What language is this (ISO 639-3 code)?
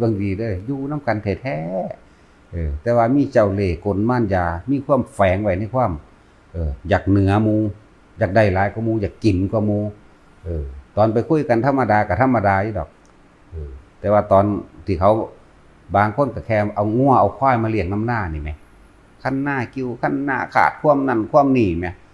tts